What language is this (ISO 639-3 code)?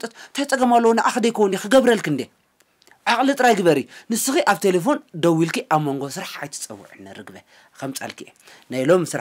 tir